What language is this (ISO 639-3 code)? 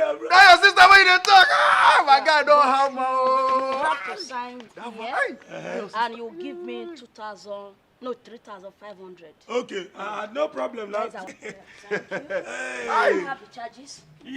pcm